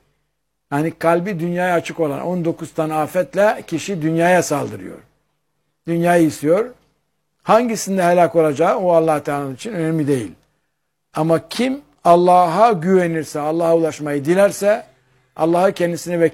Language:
Turkish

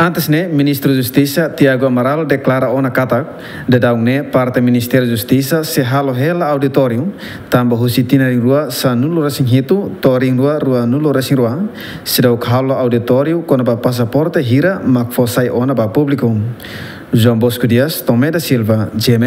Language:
Tetum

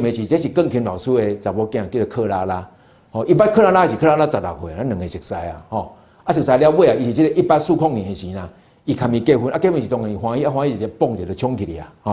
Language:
Min Nan Chinese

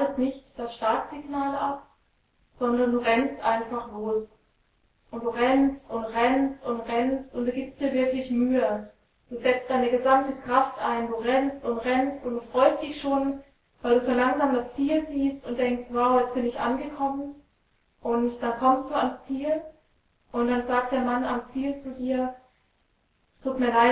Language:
German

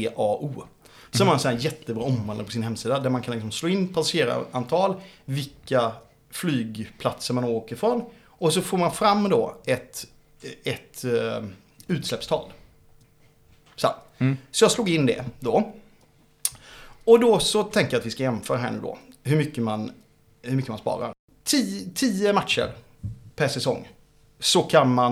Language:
Swedish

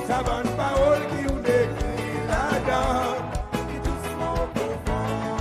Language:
Seselwa Creole French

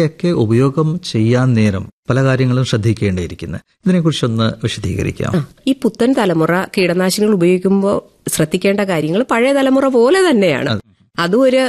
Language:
Malayalam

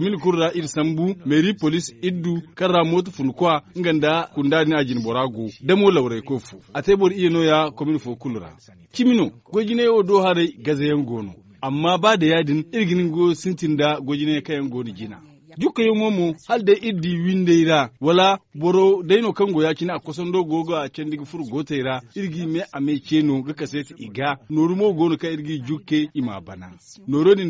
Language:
Zarma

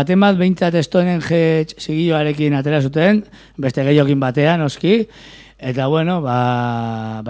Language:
Basque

